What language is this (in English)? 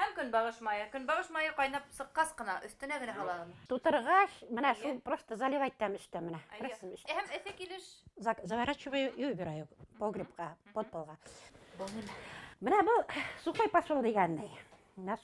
Bashkir